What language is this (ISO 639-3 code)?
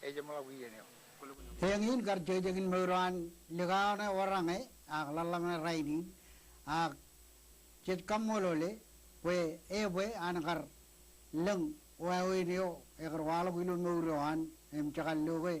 mah